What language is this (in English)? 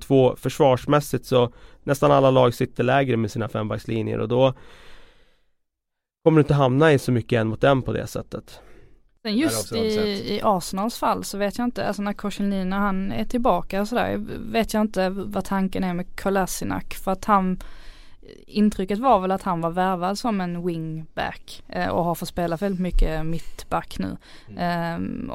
Swedish